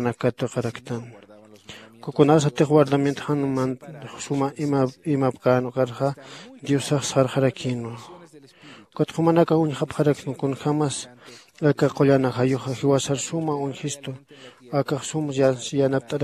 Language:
Aymara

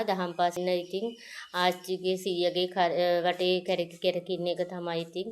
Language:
Sinhala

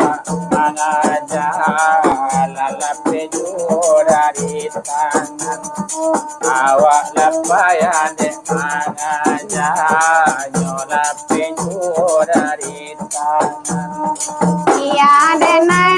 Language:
Minangkabau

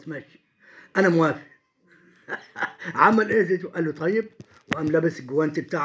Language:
Egyptian Arabic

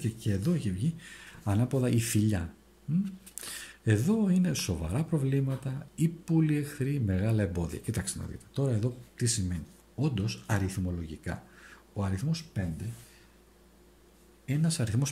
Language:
Greek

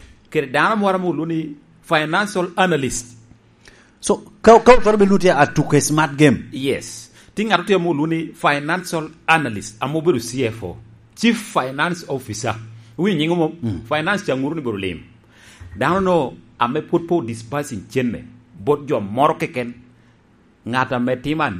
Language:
Lango (Uganda)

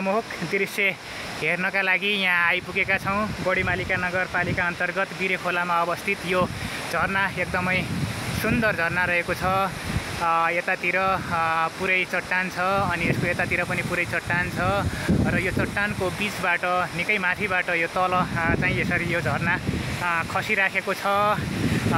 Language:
Nepali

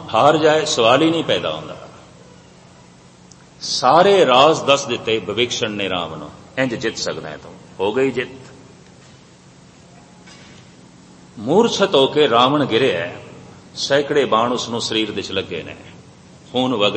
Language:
Punjabi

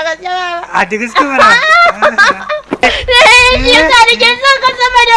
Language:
Hausa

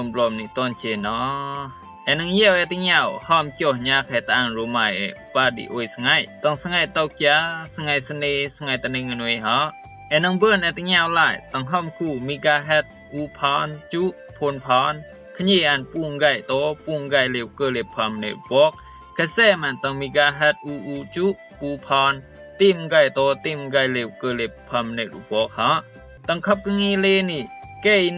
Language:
Rumai Palaung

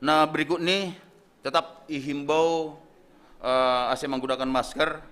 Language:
Batak Simalungun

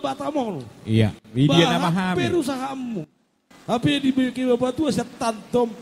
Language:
Batak Toba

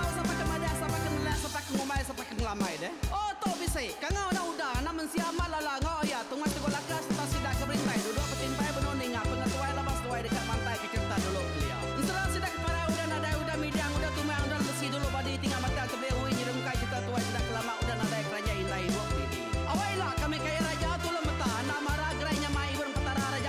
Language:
Iban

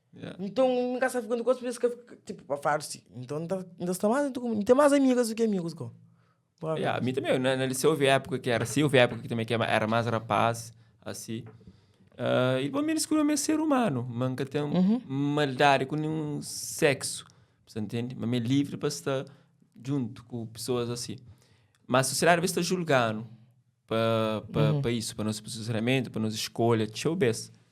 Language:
Kabuverdianu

